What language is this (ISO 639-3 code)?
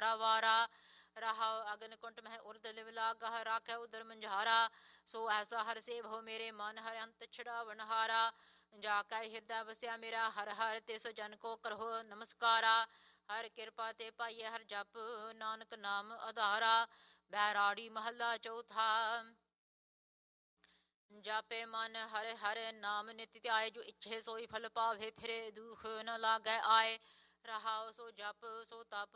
pan